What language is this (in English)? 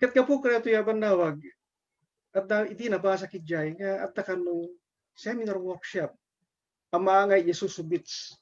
Iloko